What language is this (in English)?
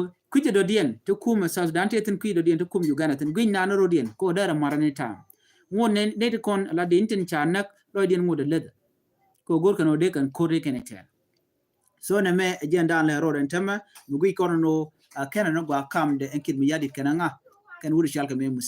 Nuer